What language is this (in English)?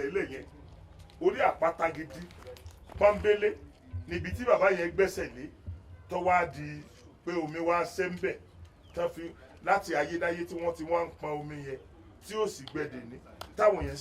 Yoruba